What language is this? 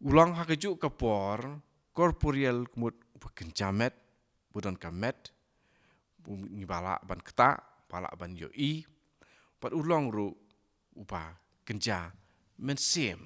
Khasi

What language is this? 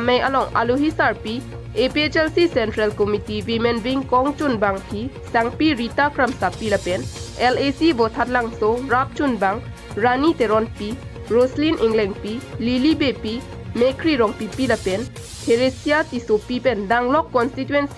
Karbi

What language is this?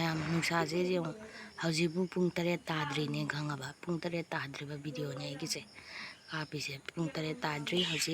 Manipuri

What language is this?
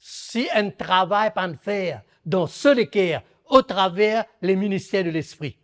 Morisyen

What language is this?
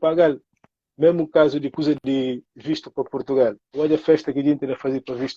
Kabuverdianu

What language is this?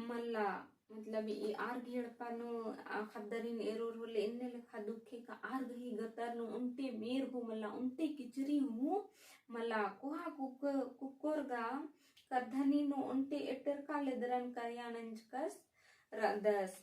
Kurukh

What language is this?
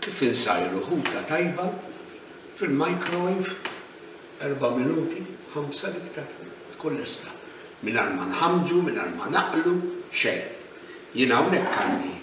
Maltese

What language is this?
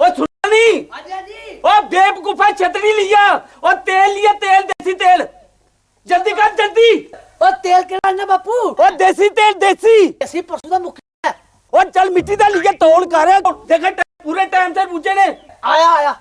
Dogri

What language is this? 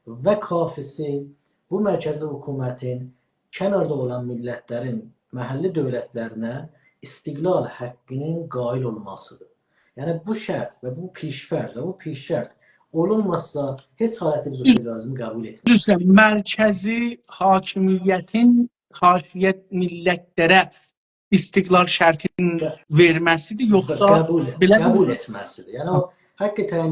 South Azerbaijani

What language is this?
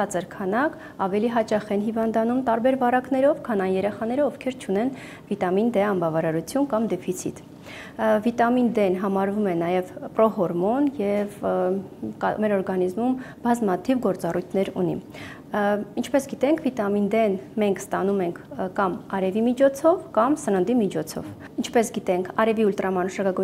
Armenian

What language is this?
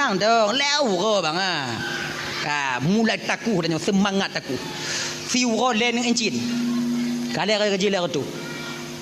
Achinese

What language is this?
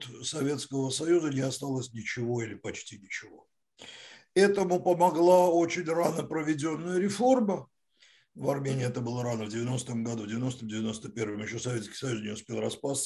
Russian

